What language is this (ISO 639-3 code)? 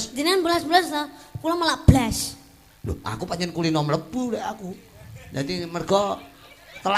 jav